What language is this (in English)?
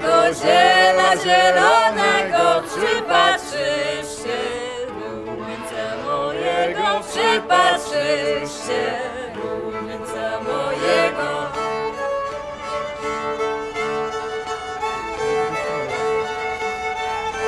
Polish